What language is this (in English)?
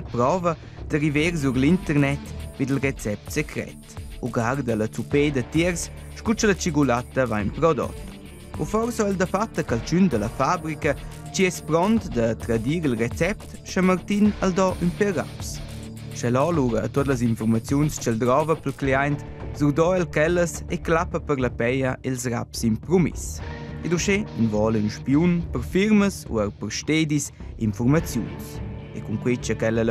Romansh